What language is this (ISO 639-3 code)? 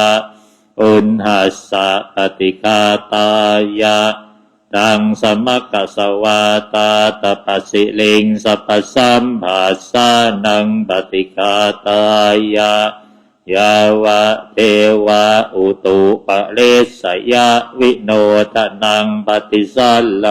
pli